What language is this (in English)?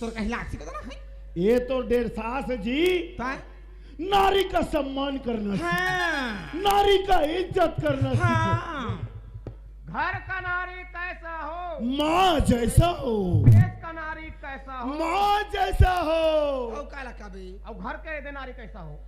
Chhattisgarhi